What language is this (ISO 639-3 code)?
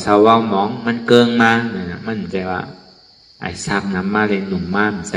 shn